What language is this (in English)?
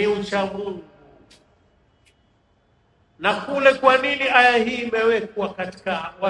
Swahili